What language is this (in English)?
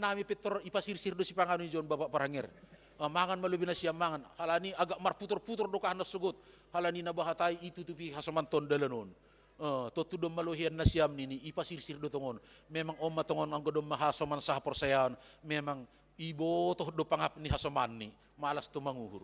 Batak Simalungun